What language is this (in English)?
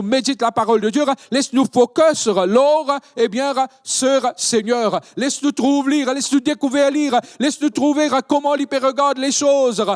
Morisyen